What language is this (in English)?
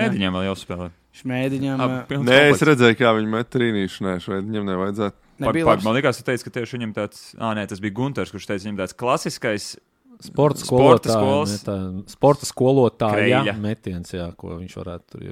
Latvian